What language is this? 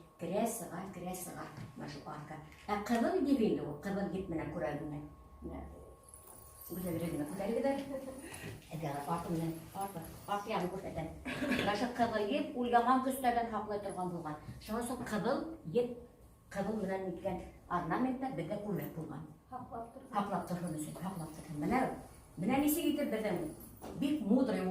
Bashkir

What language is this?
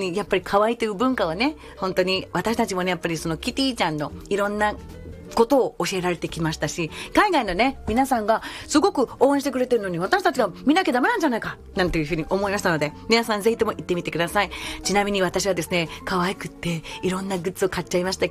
Japanese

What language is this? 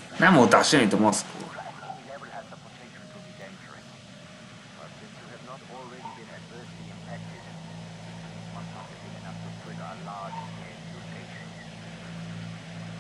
Hungarian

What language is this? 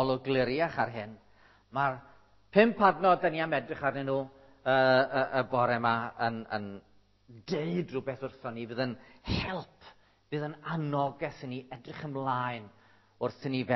Welsh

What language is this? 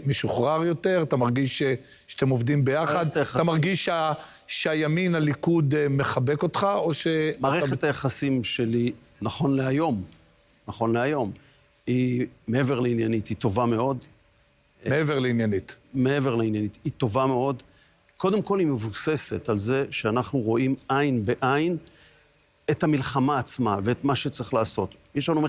Hebrew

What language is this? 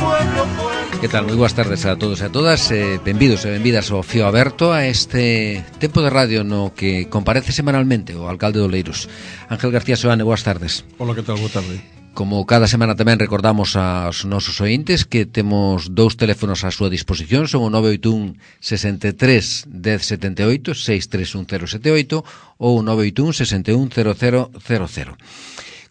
Galician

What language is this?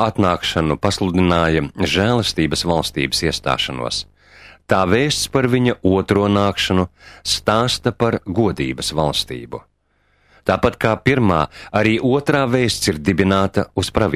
Latvian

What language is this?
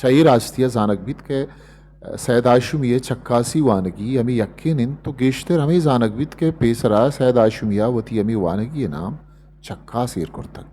Eastern Balochi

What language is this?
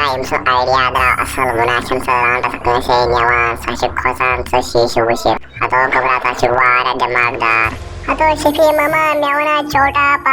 Kashmiri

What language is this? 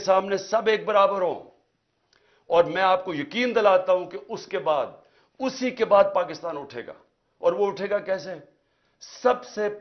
Urdu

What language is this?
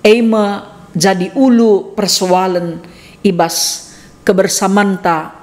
Batak Karo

